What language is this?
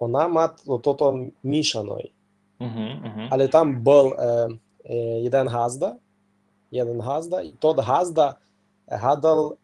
Rusyn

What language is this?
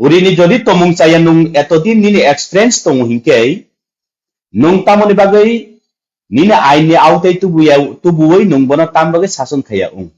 Kok Borok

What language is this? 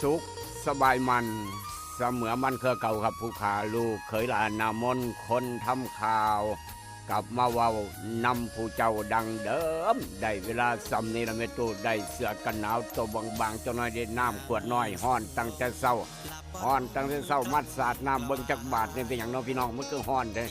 Northeastern Thai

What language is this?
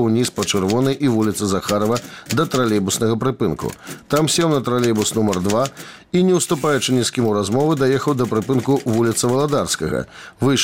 Belarusian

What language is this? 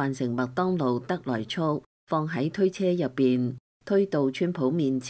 Cantonese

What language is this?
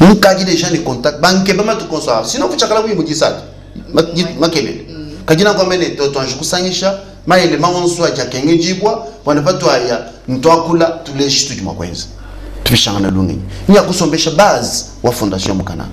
Luba-Lulua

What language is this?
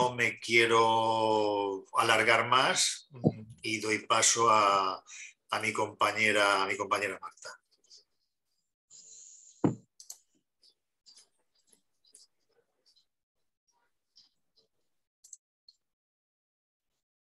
Spanish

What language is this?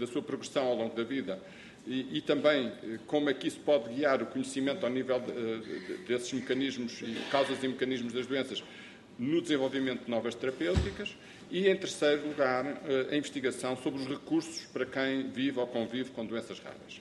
Portuguese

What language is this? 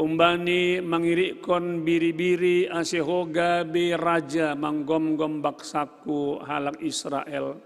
Batak Simalungun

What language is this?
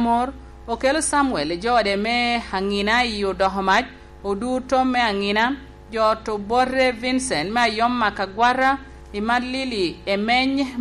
Lango (Uganda)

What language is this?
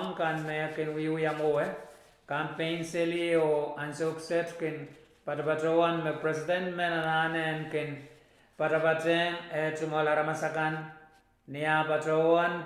Pohnpeian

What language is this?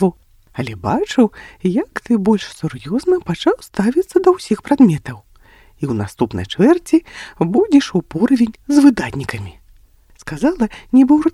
Belarusian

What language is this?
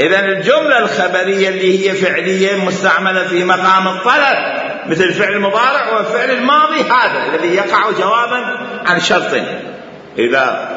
Mesopotamian Arabic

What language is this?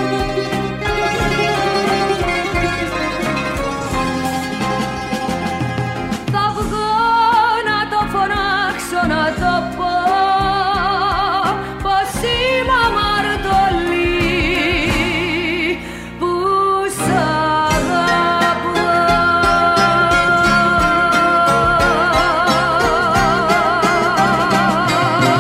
Greek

